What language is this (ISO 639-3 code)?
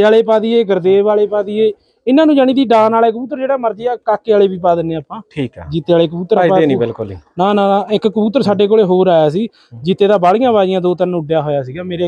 pan